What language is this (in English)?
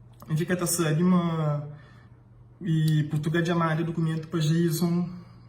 Kabuverdianu